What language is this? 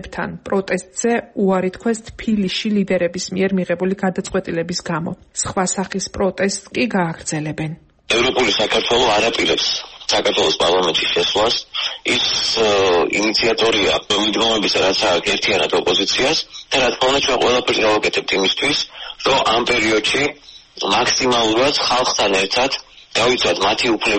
Georgian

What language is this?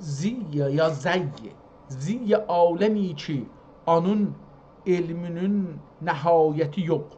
South Azerbaijani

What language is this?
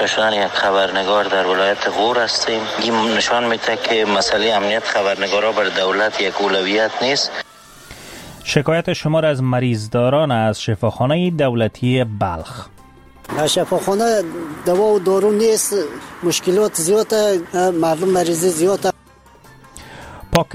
Persian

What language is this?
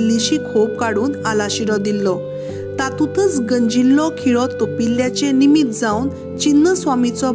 Konkani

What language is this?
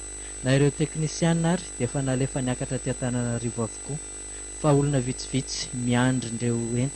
Malagasy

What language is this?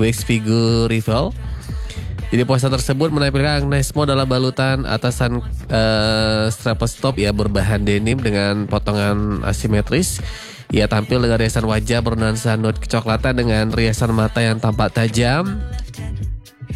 Indonesian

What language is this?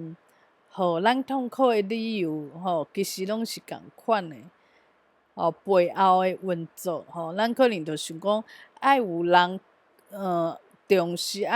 Min Nan Chinese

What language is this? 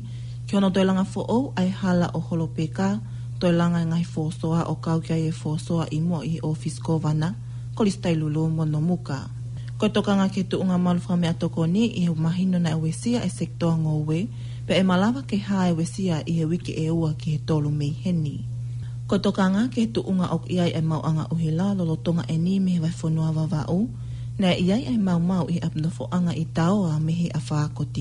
Tongan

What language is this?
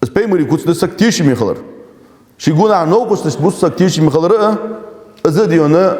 Ingush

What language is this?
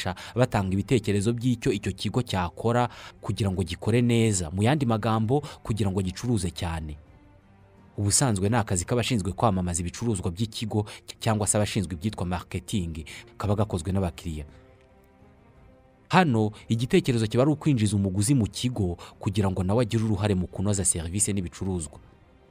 Kinyarwanda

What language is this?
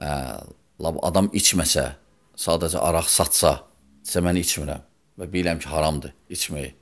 Azerbaijani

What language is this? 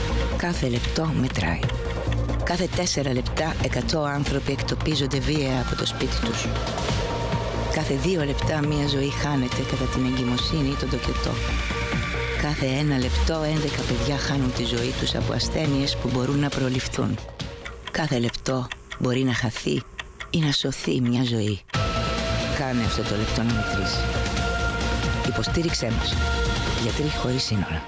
Greek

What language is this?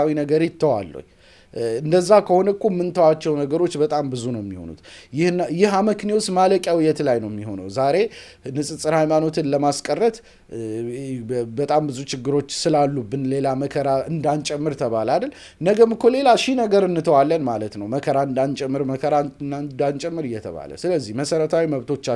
Amharic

